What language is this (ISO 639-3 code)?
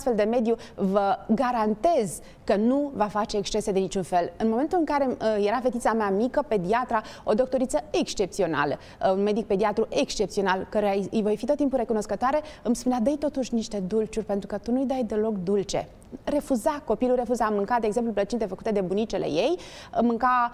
ron